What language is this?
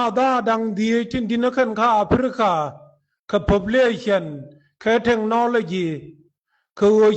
Nuer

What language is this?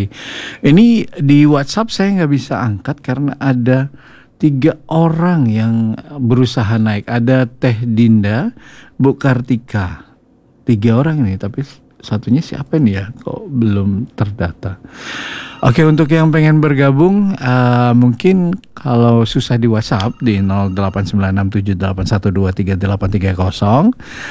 Indonesian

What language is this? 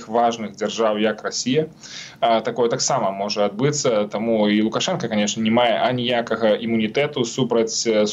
Belarusian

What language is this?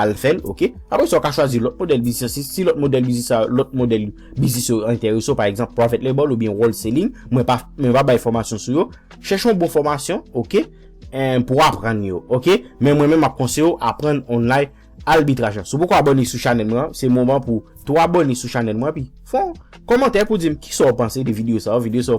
Haitian Creole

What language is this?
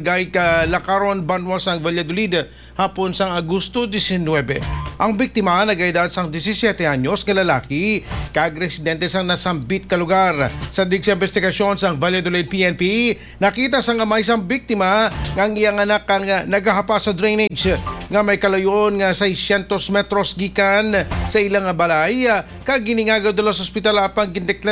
Hiligaynon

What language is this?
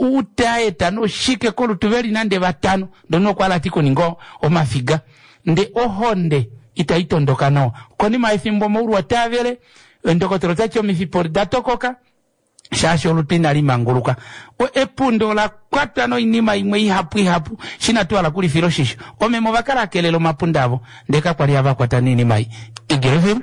Kuanyama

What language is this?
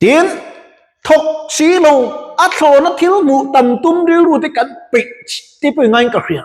Mizo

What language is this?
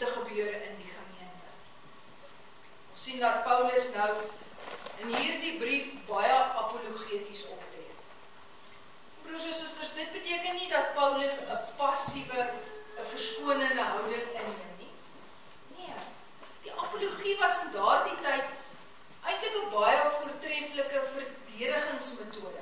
Afrikaans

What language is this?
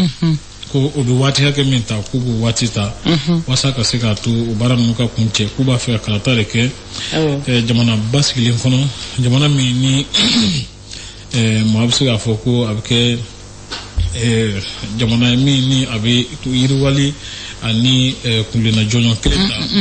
Bambara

